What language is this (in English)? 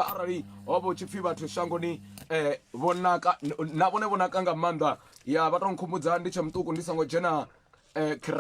Venda